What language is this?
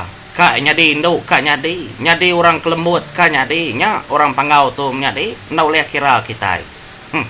Iban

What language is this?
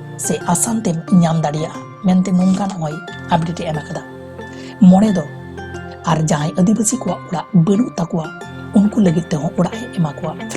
Santali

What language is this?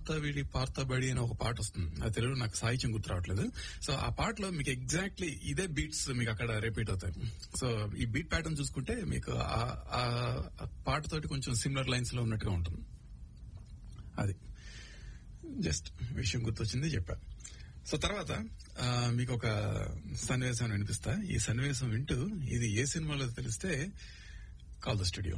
Telugu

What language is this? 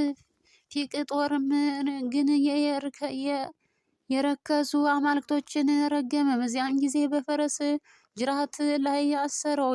Amharic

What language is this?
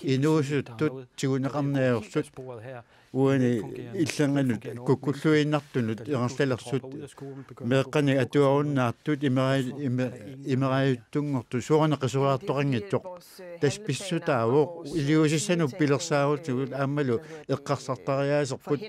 Kalaallisut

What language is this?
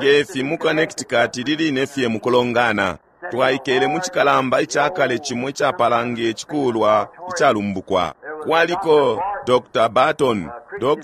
Bemba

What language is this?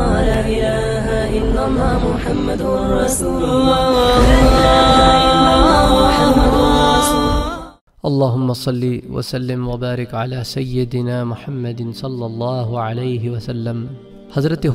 Urdu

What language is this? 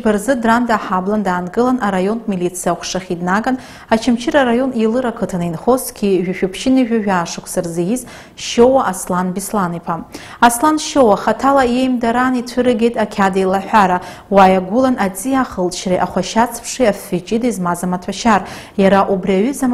Abkhazian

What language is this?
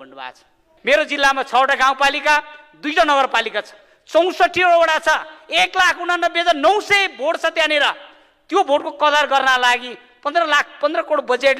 Nepali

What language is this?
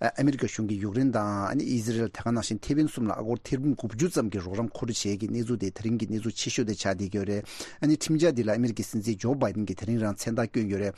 Tibetan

